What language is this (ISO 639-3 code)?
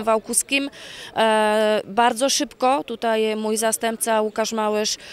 pol